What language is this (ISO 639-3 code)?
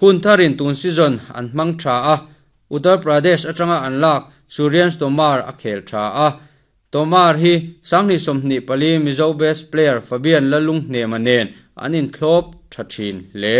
lus